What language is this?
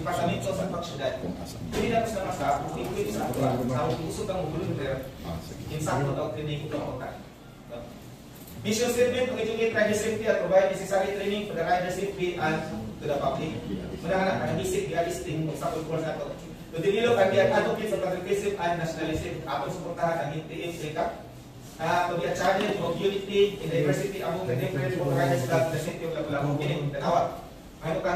Cebuano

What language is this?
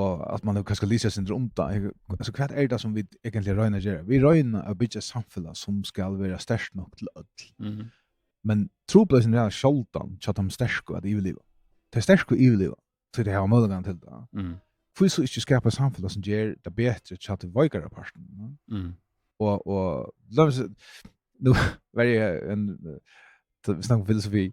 Faroese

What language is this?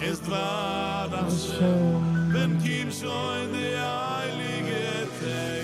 Yiddish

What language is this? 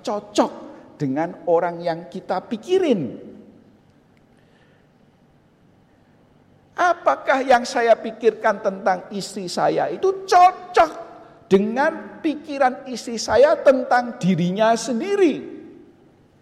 Indonesian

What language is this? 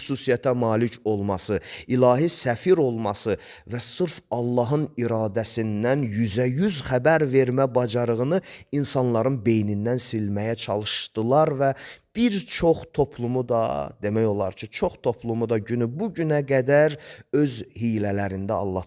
Azerbaijani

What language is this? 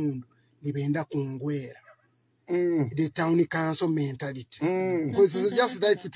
Nyoro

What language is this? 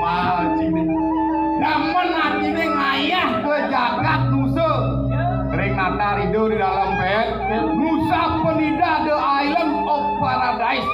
Balinese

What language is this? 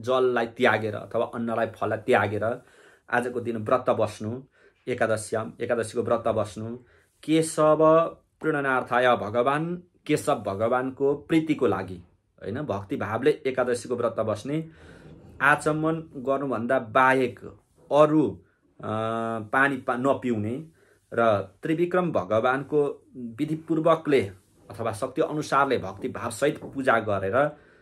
Nepali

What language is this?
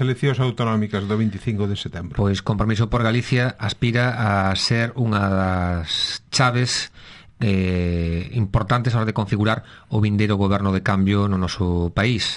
Galician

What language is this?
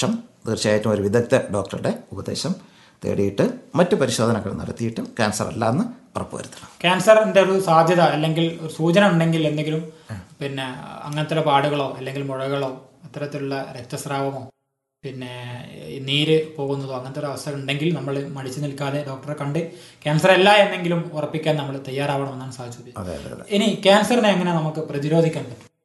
Malayalam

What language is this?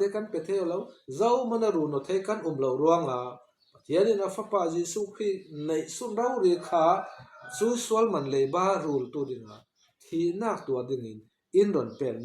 Falam Chin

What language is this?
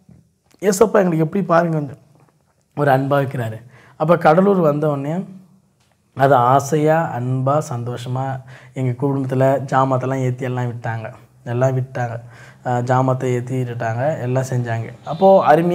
Tamil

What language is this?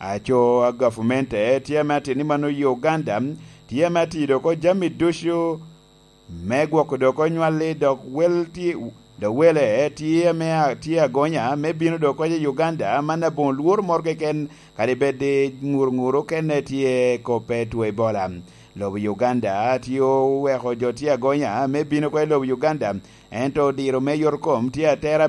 Lango (Uganda)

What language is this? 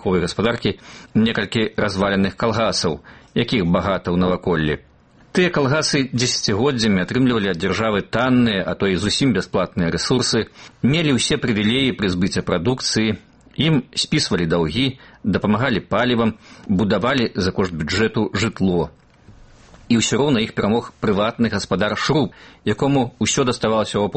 Belarusian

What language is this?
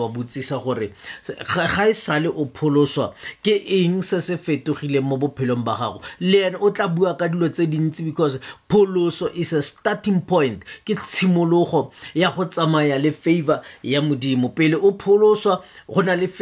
Tswana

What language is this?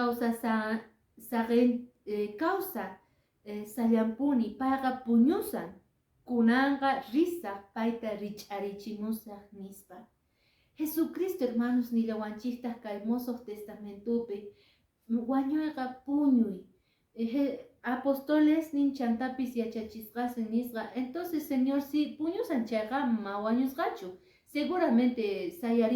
Quechua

